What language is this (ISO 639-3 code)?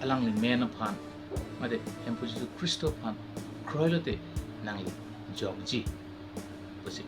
mjw